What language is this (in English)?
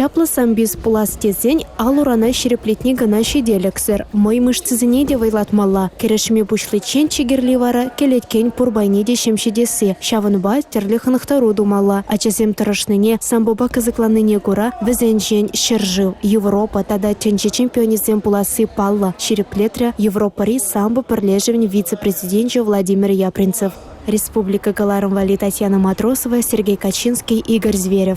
Chuvash